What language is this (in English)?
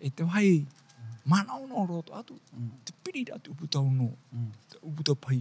Tahitian